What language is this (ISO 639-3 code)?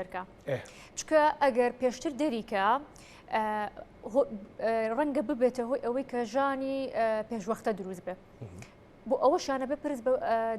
ckb